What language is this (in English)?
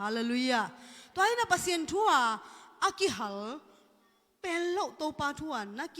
Tedim Chin